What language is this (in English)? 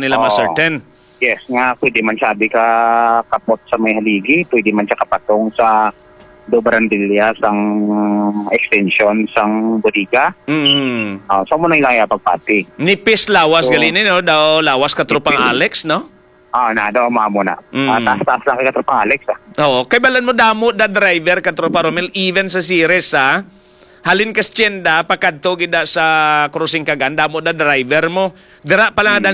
Hiligaynon